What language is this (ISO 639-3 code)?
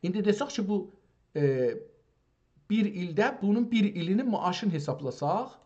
azb